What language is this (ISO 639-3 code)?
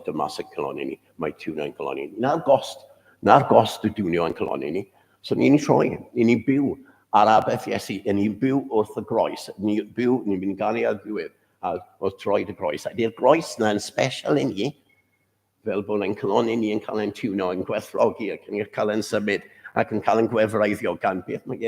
cym